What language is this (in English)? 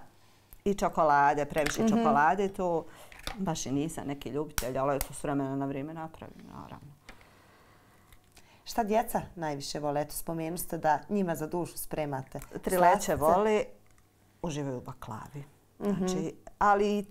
Bosnian